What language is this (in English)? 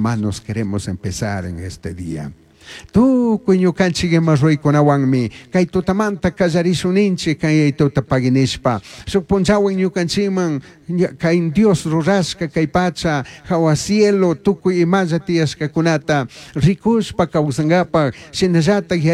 Chimborazo Highland Quichua